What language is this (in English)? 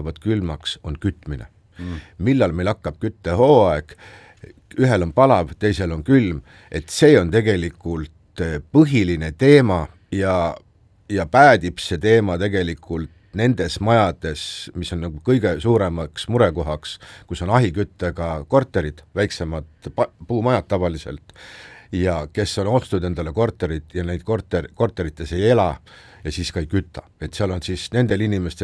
Estonian